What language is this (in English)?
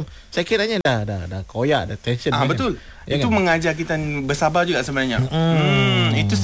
Malay